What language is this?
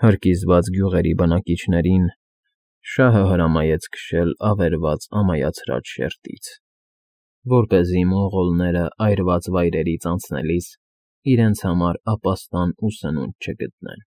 Armenian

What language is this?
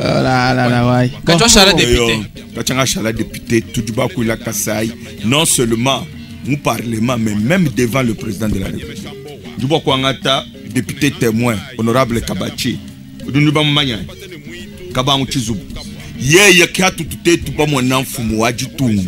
Luba-Lulua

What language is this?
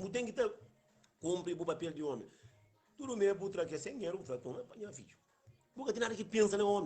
Kabuverdianu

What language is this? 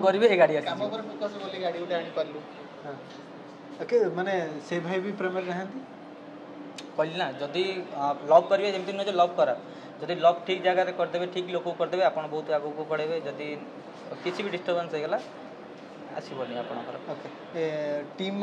Odia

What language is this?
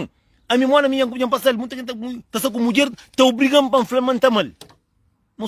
Kabuverdianu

